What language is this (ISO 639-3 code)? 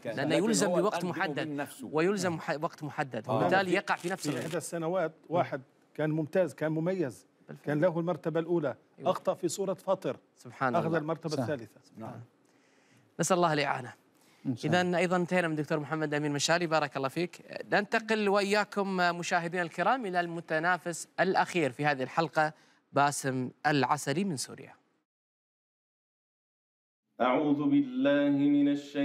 ara